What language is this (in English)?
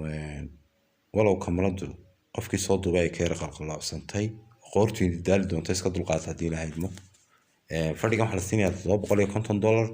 Somali